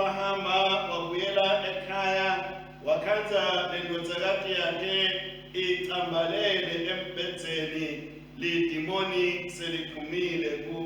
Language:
Swati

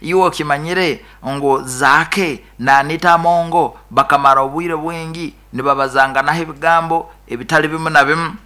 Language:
Nyoro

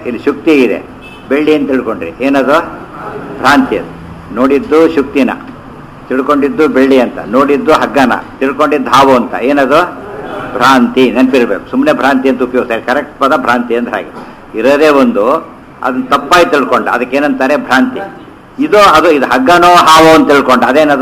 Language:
Kannada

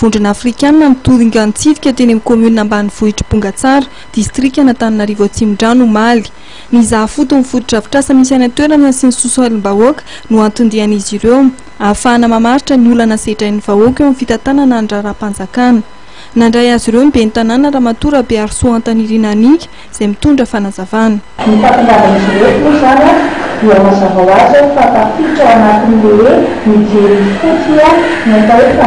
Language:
Malagasy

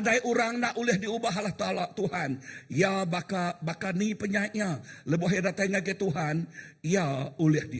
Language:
Iban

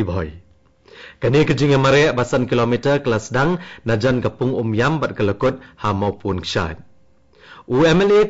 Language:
Khasi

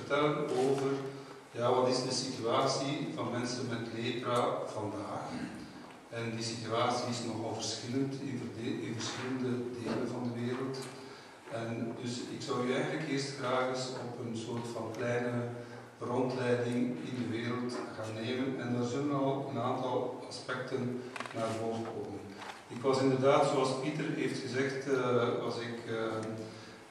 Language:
Dutch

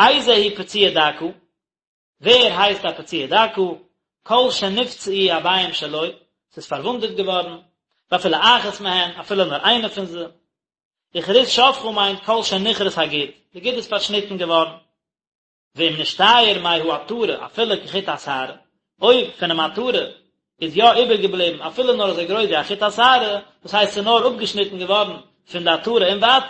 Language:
Yiddish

